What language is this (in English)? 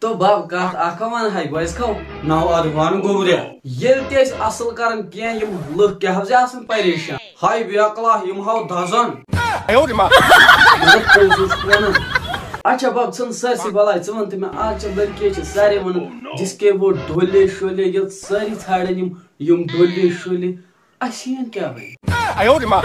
Kashmiri